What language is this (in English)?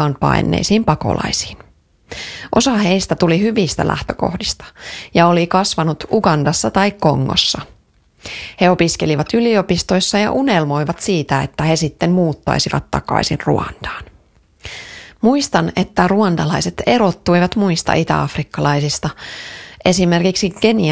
Finnish